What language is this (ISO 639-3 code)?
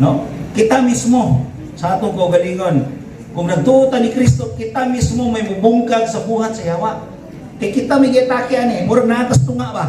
ceb